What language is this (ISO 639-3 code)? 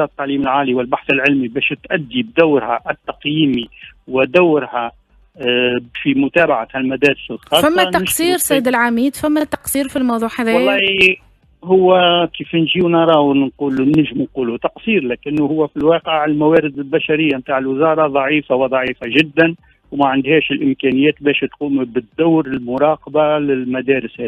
aeb